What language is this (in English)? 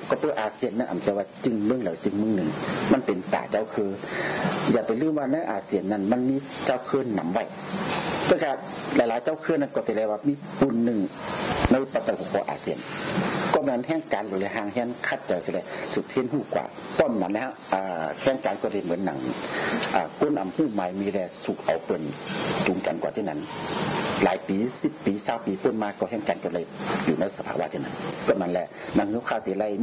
Shan